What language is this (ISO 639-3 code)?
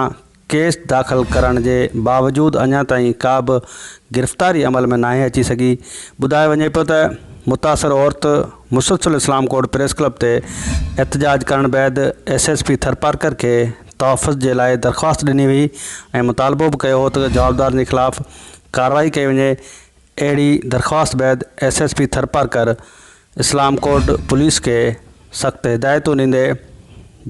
snd